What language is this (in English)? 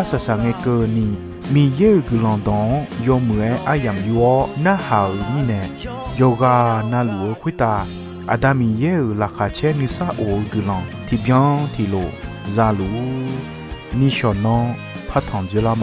Akha